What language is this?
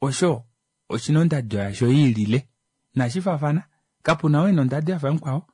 Kuanyama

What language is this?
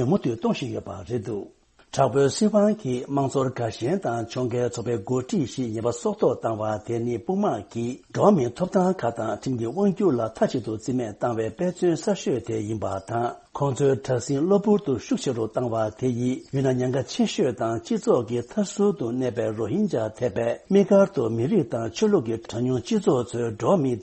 Tibetan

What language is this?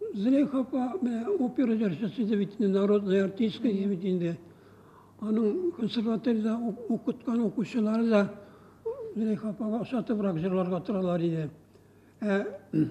Tatar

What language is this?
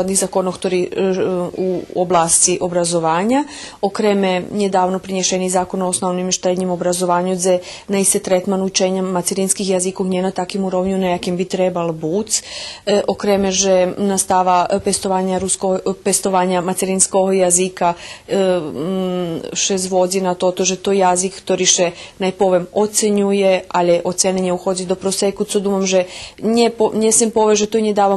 Rusyn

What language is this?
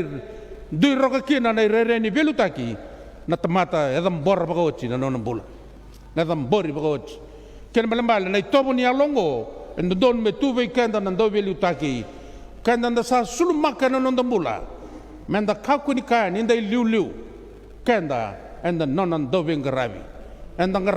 Fijian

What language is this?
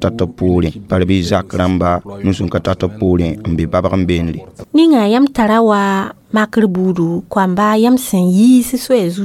Mossi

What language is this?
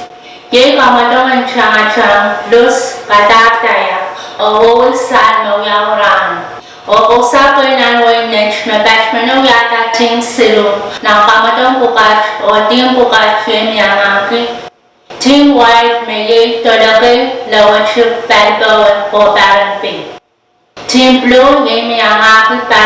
Pohnpeian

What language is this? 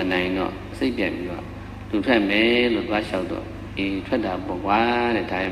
Burmese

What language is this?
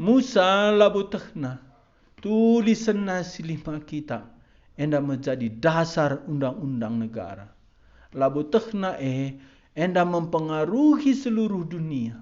Batak Karo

